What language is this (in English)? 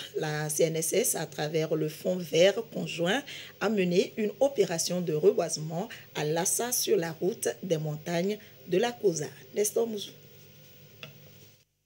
French